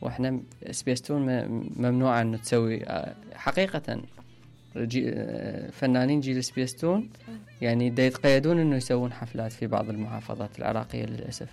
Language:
Mesopotamian Arabic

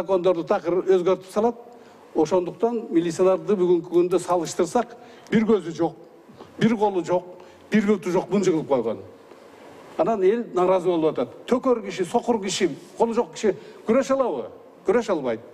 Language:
Kyrgyz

